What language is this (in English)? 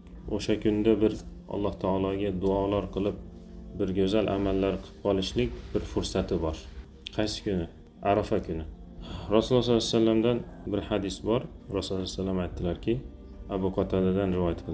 Uzbek